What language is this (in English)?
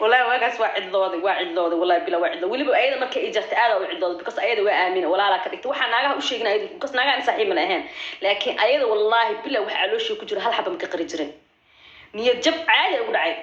Somali